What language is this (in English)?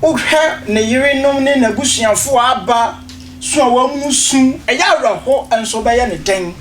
Akan